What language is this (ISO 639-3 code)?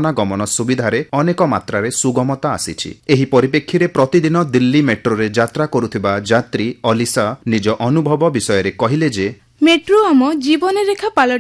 ori